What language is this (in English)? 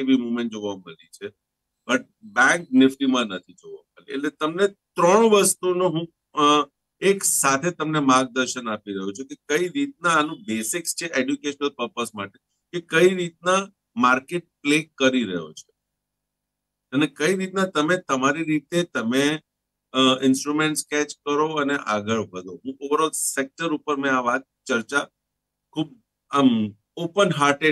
Gujarati